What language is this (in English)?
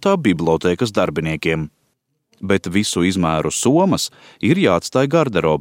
Latvian